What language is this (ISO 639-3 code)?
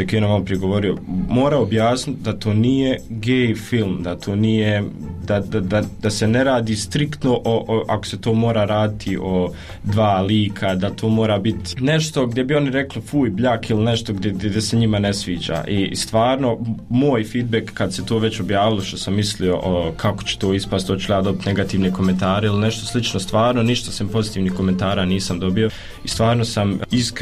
hrv